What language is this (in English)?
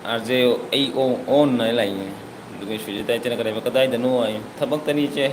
Manipuri